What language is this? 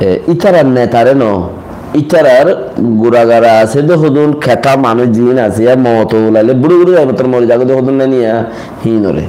Rohingya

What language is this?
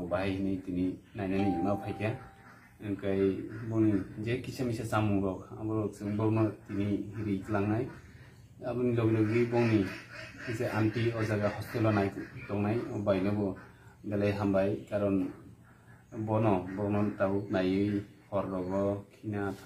Kok Borok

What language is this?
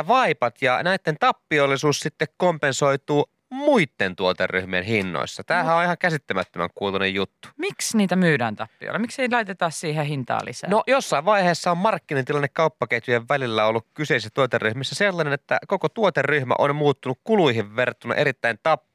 Finnish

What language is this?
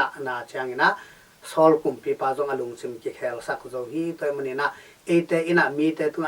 Tedim Chin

